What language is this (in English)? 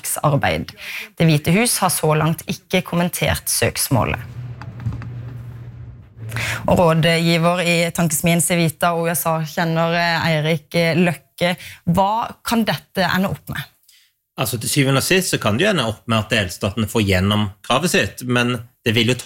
Norwegian